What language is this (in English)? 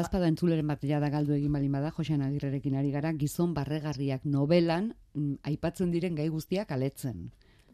Basque